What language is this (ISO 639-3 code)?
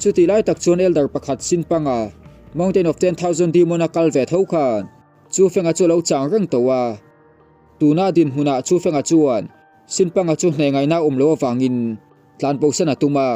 lus